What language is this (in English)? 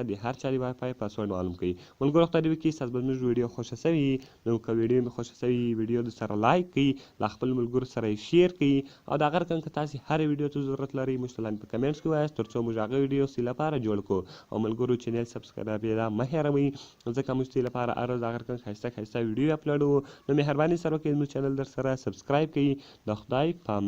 Pashto